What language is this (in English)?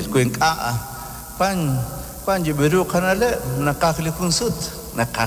Kekchí